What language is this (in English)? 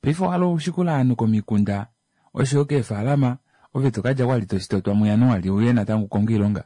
Kuanyama